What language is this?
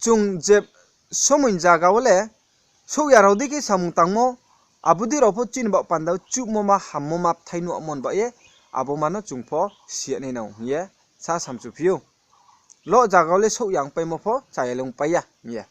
Riang (India)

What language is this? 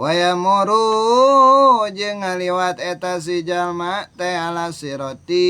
Sundanese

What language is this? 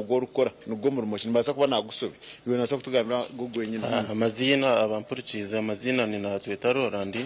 Nyankole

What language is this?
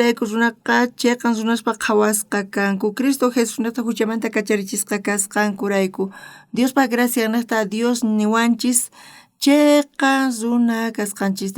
South Bolivian Quechua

